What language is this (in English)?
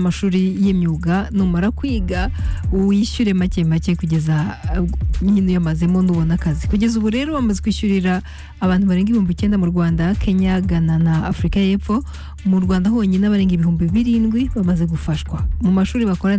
Kinyarwanda